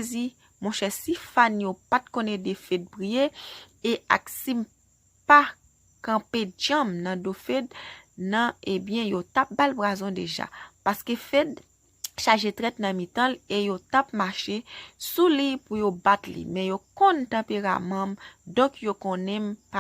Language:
Haitian Creole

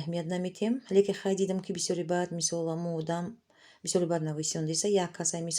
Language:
Tajik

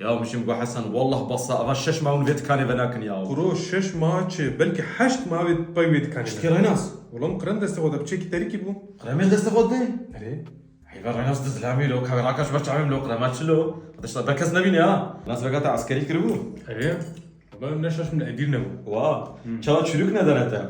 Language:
Kurdish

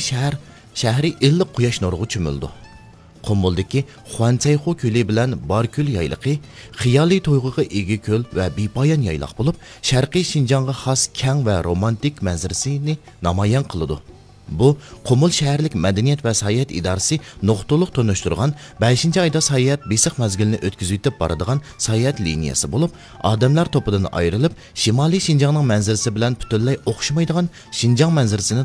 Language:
Uyghur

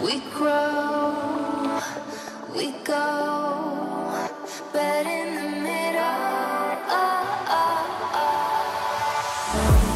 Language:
Thai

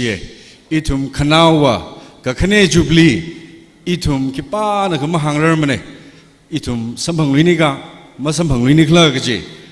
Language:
Tangkhul Naga (India)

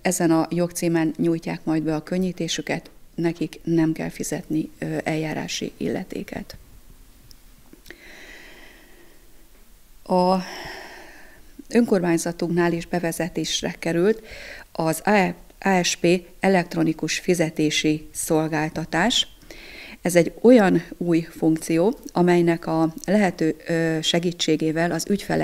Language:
Hungarian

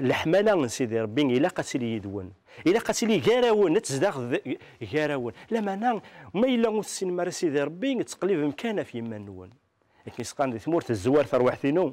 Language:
Kabyle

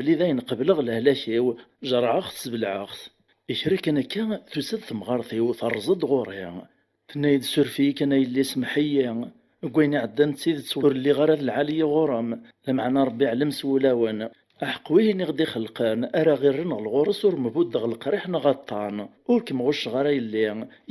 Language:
Kabyle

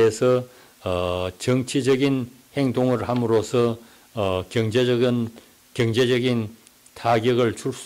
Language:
Korean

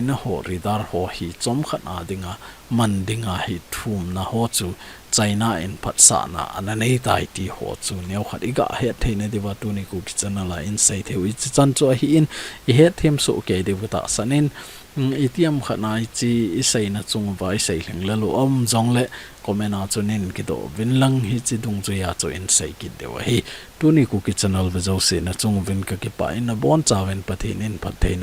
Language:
Thado Chin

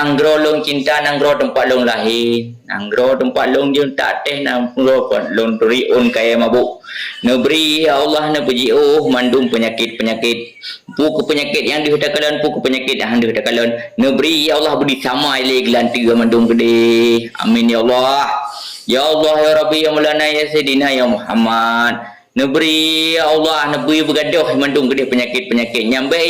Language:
Achinese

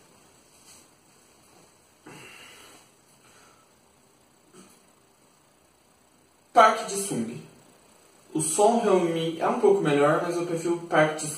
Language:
Portuguese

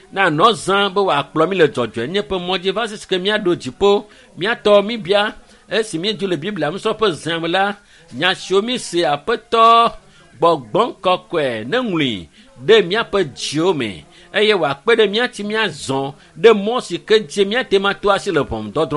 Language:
Ewe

